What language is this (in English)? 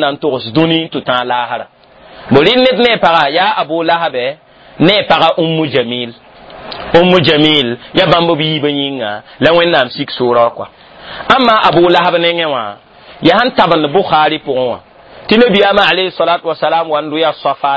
Mossi